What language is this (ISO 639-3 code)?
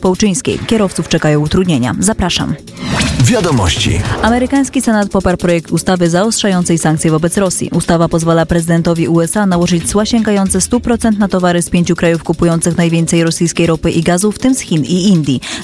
pol